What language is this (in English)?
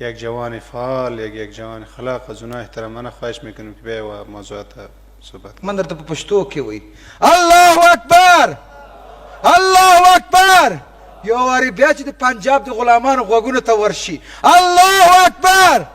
Persian